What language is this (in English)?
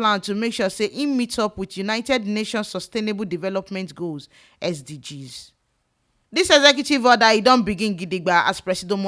Nigerian Pidgin